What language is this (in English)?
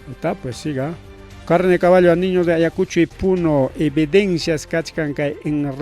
Ayacucho Quechua